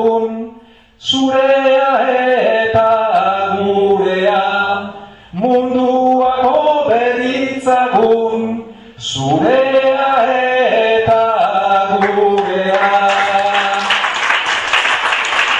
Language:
Basque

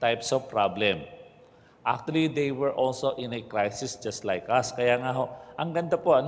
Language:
Filipino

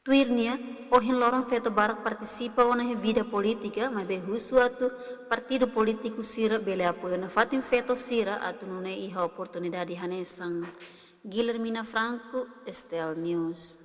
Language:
Tetum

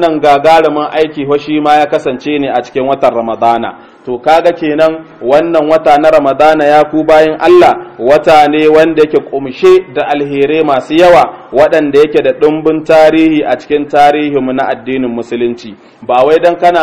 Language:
Hausa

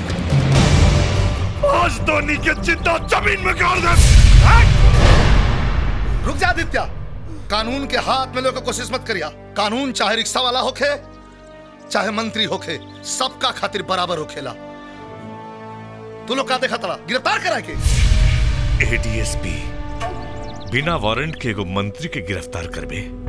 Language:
Bhojpuri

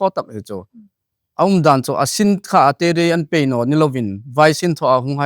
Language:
Hmar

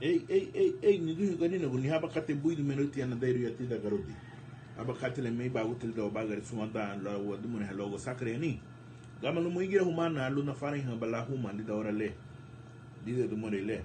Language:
Garifuna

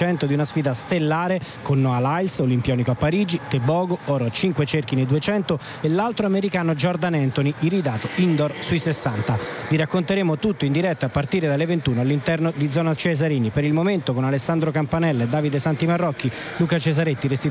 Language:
Italian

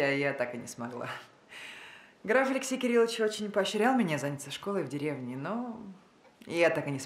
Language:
Russian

